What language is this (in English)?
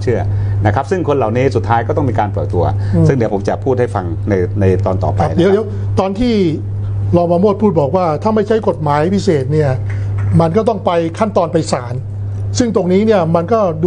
Thai